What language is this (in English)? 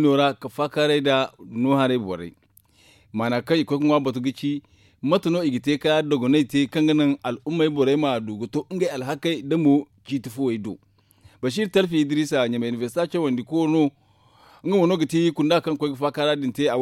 Zarma